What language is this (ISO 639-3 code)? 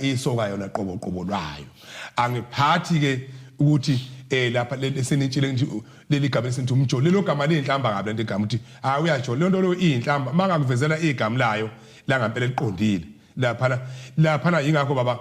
zul